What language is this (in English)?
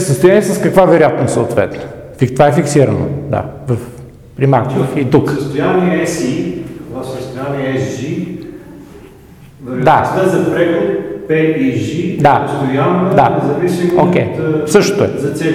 Bulgarian